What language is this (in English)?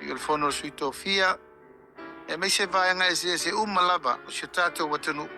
Samoan